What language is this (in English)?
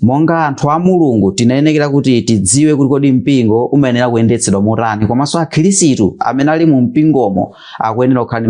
Nyanja